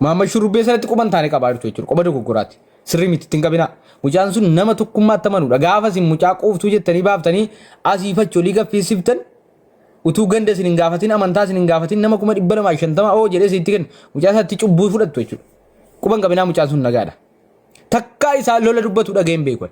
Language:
Oromo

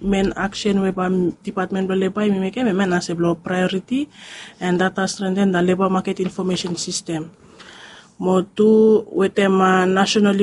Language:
Bislama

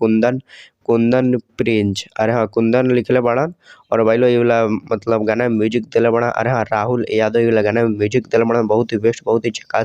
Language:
Bhojpuri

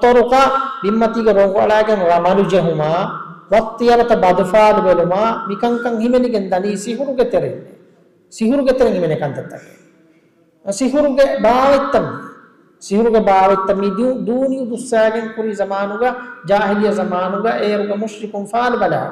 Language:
Divehi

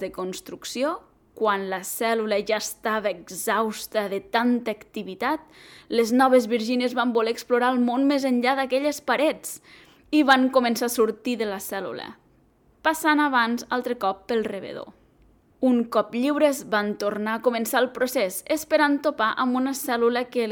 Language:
Catalan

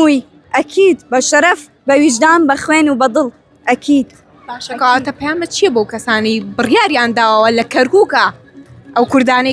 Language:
Central Kurdish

